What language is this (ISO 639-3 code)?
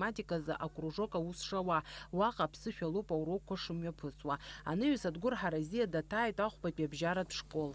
abk